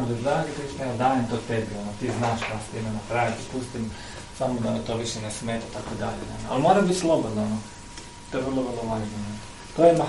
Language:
Croatian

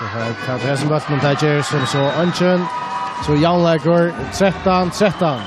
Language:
Faroese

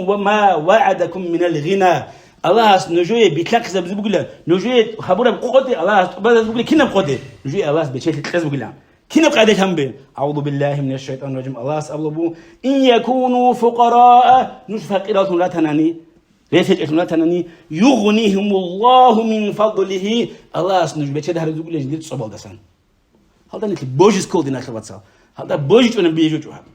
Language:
Avaric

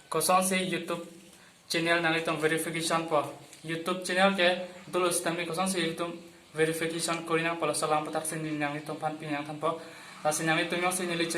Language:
Karbi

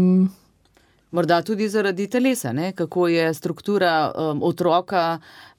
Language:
Slovenian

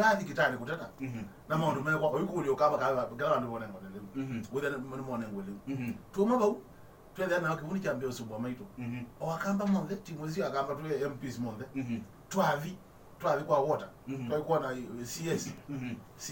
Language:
Kamba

